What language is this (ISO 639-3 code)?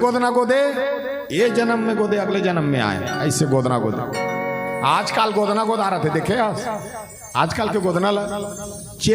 hne